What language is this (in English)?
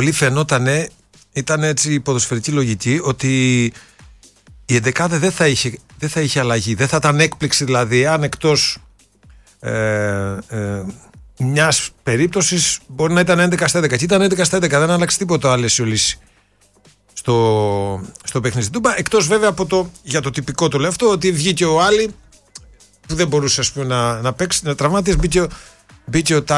Greek